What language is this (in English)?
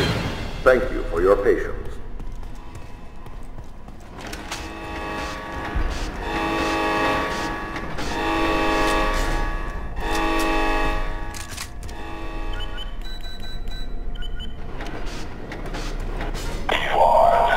English